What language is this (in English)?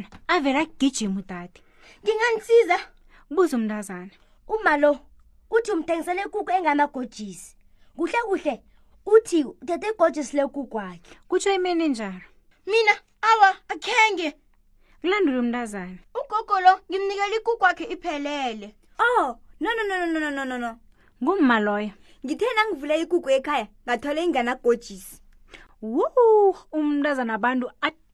South Ndebele